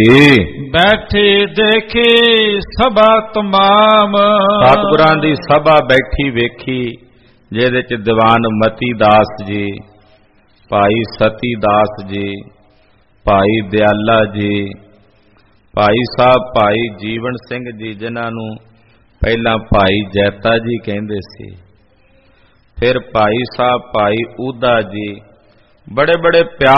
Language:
Punjabi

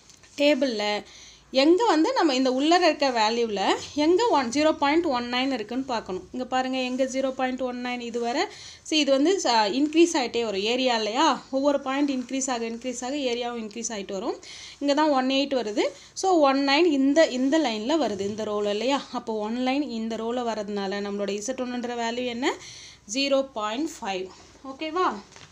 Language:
Tamil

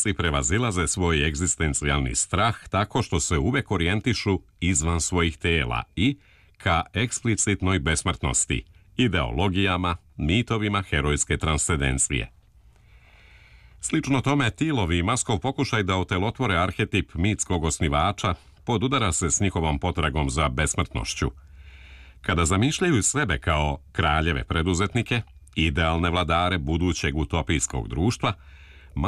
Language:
Serbian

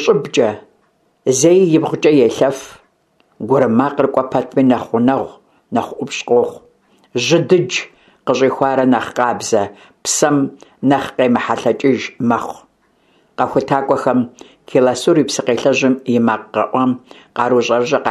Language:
Kabardian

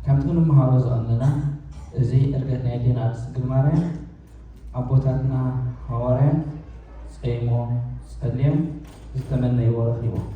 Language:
Tigrinya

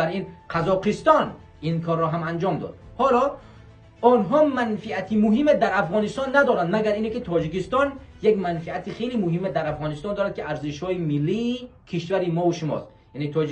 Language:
Tajik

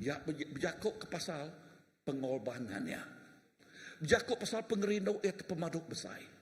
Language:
Iban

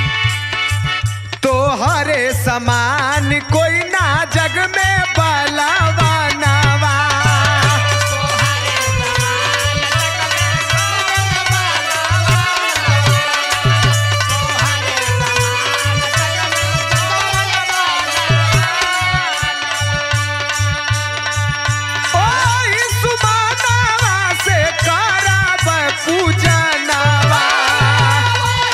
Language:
Bhojpuri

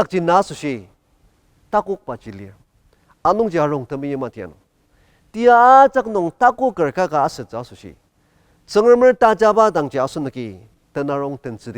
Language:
Ao Naga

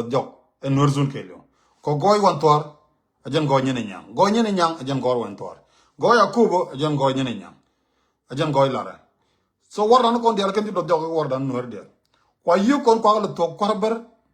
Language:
Nuer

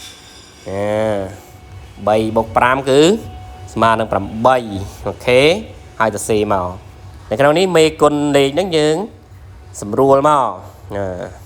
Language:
Khmer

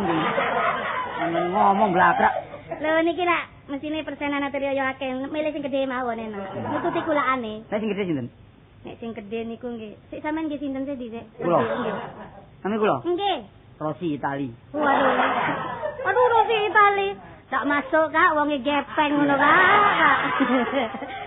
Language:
Javanese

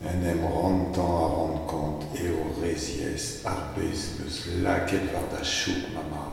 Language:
Breton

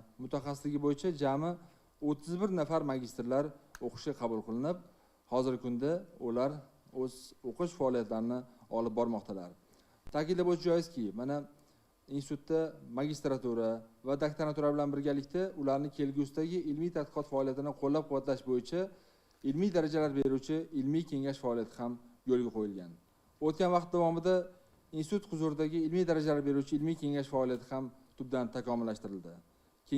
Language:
Uzbek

